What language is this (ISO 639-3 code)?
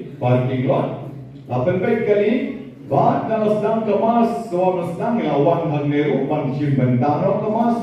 kha